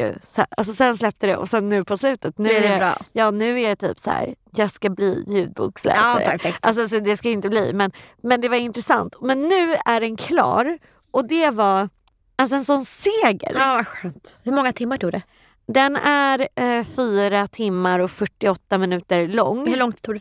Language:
Swedish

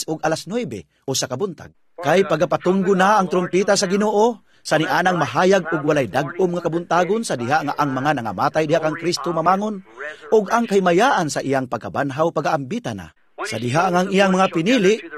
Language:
Cebuano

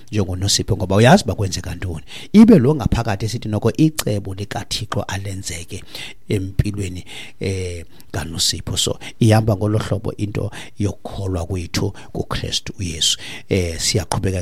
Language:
Xhosa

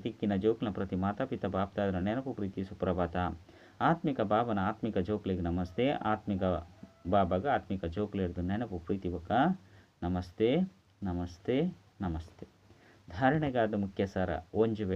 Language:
Tulu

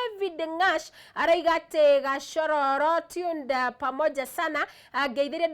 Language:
Kikuyu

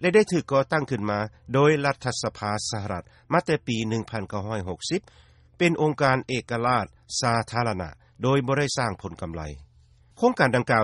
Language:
Lao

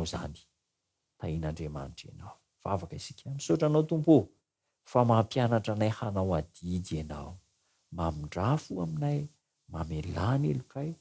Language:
Malagasy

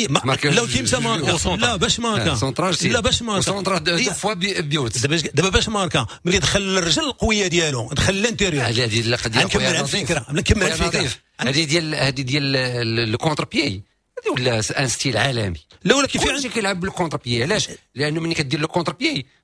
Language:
Moroccan Arabic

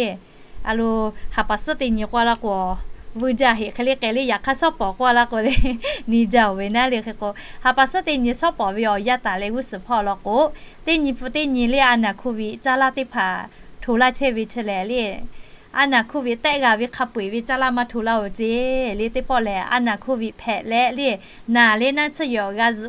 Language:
Lahu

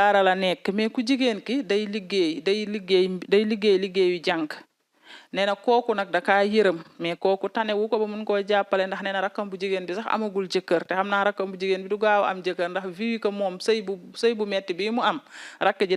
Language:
Wolof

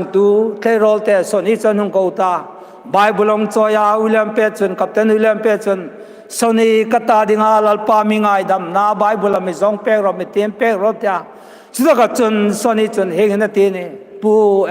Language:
Hmar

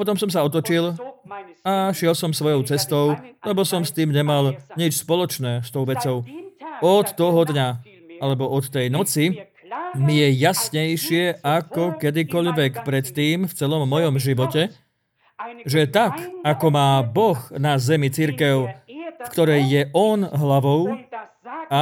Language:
Slovak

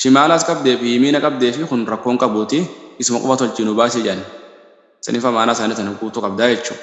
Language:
Oromo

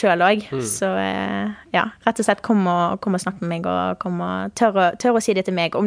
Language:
Norwegian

